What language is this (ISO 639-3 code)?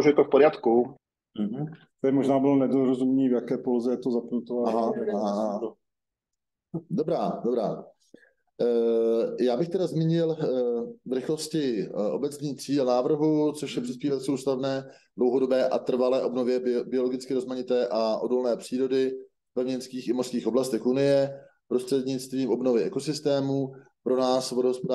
ces